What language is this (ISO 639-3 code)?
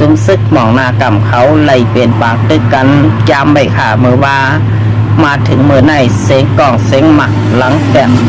shn